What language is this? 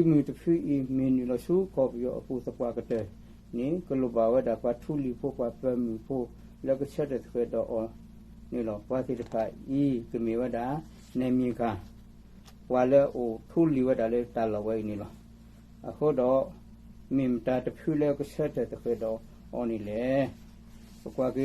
S'gaw Karen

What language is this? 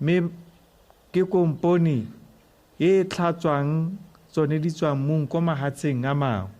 Tswana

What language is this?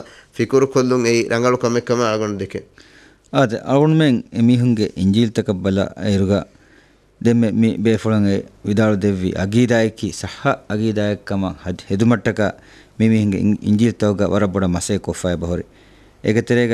Divehi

